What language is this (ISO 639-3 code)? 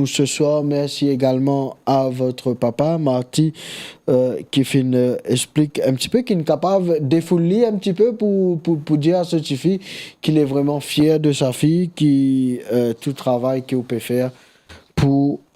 mfe